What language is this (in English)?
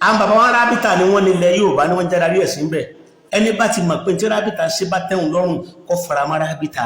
Yoruba